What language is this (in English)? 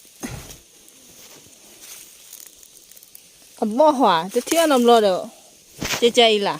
S'gaw Karen